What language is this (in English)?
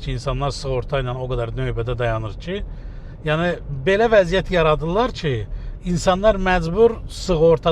Azerbaijani